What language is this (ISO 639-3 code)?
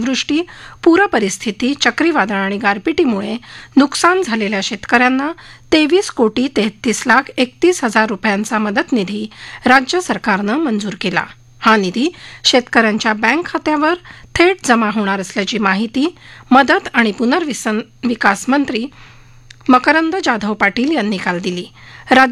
mar